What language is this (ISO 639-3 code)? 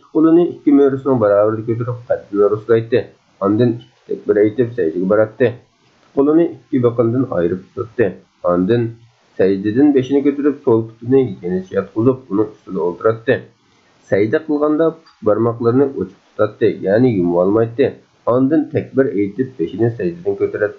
uig